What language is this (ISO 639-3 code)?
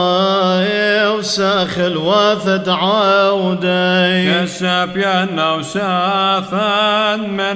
syc